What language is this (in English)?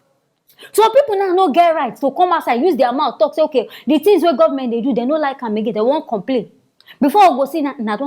Nigerian Pidgin